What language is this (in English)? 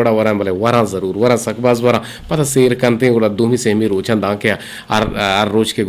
Eastern Balochi